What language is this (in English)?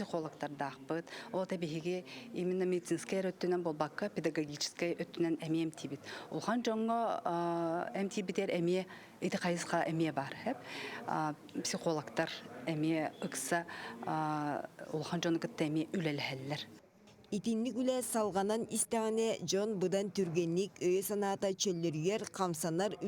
Yakut